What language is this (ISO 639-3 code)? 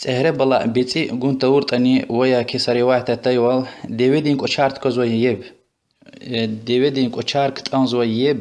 lez